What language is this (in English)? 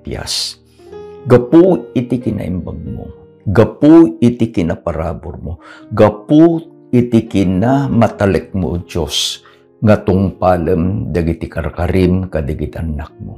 Iloko